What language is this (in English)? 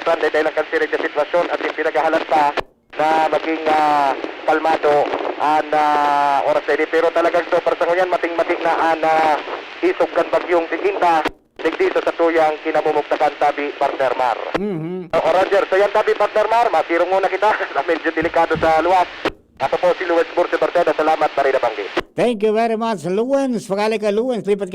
Bikol